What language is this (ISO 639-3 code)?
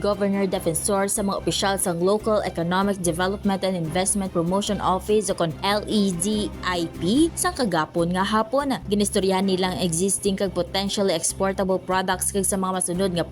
hil